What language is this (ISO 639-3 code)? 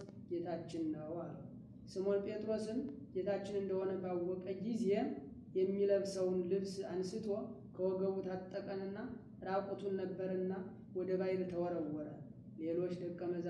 amh